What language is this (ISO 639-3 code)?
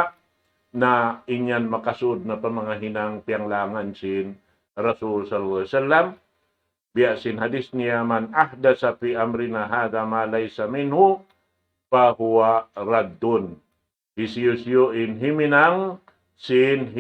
tsg